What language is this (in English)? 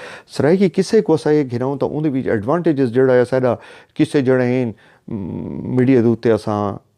Saraiki